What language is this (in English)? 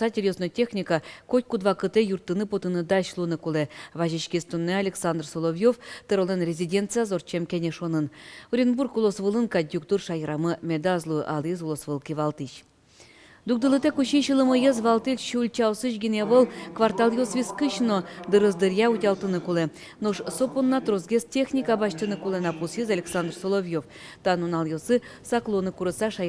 Udmurt